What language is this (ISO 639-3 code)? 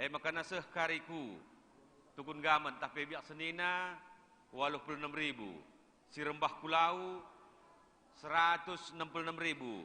btx